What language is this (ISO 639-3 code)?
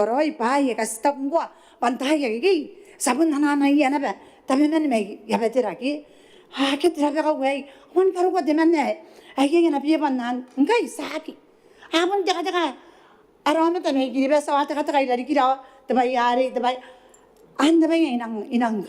gil